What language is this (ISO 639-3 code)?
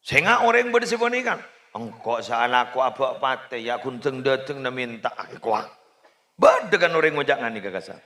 mad